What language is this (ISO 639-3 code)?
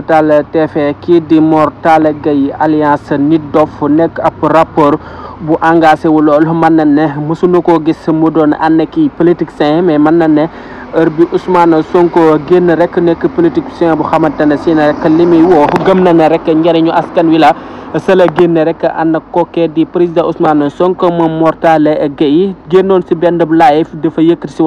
wol